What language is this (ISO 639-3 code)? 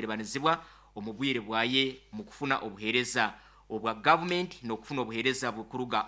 nyn